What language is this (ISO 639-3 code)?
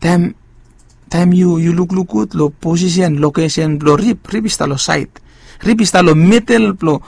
bis